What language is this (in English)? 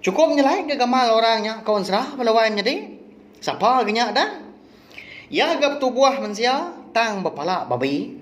Iban